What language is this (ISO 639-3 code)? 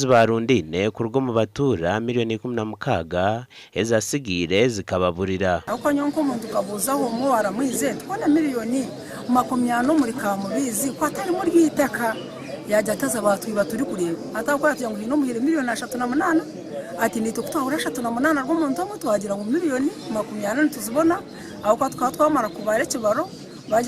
nyn